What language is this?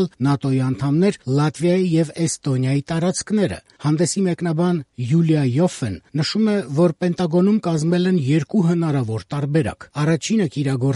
Armenian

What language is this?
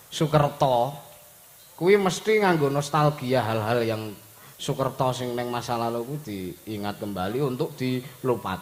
Javanese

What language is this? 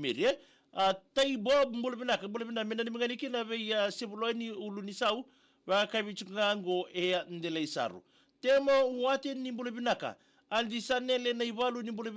Fijian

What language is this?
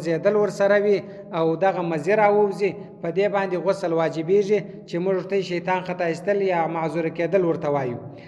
Pashto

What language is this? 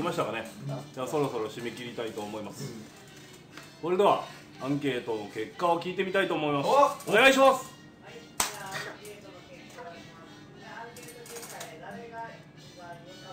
Japanese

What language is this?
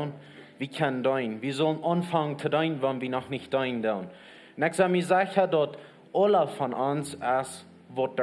Plautdietsch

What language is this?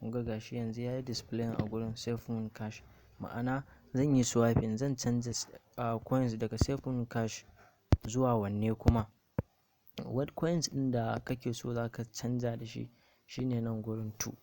Hausa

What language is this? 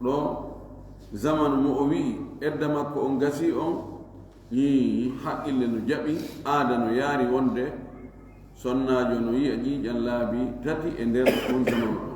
Fula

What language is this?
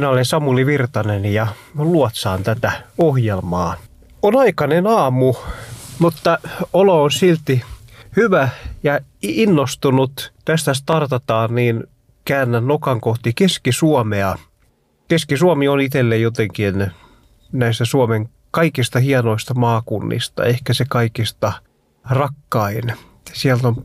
Finnish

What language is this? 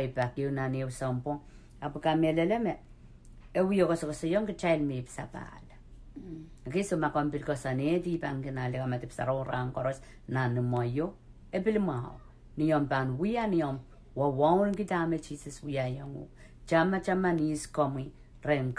Pohnpeian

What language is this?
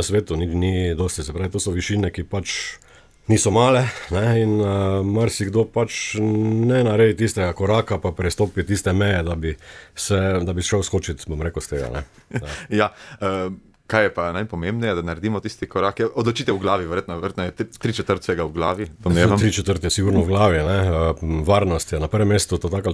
Slovenian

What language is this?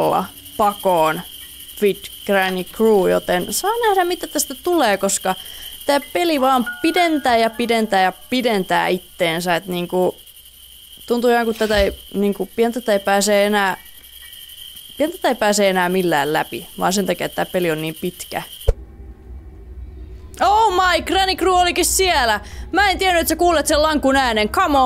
Finnish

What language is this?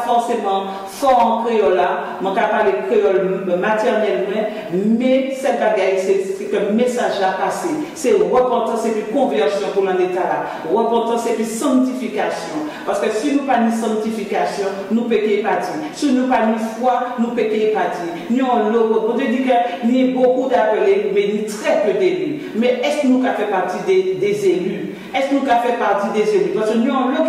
Guadeloupean Creole French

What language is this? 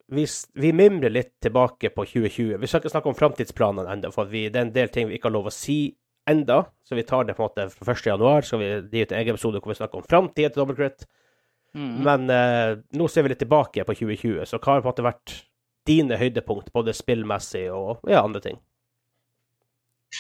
Norwegian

